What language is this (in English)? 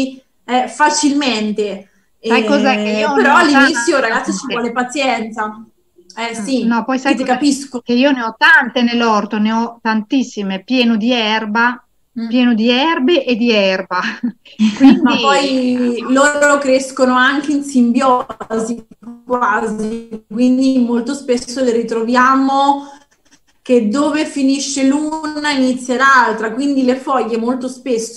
Italian